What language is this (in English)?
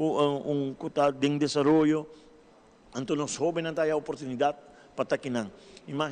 Papiamento